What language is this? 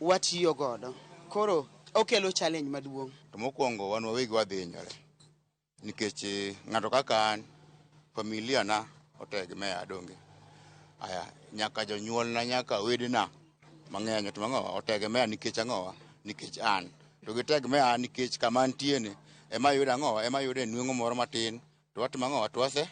Luo (Kenya and Tanzania)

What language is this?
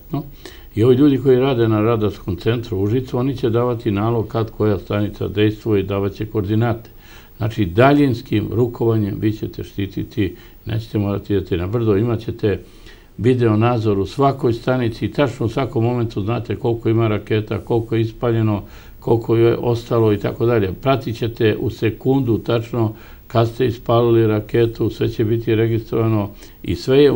Serbian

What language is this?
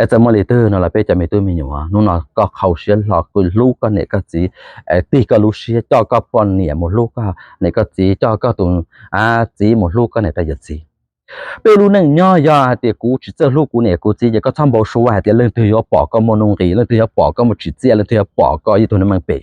Hmong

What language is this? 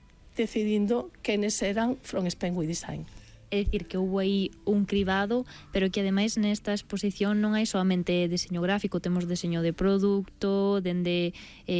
Galician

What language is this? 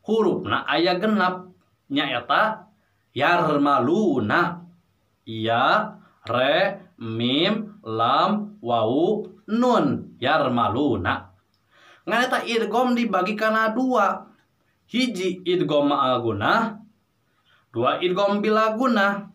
Sundanese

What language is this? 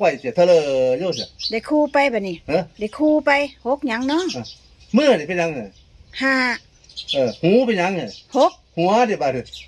Northeastern Thai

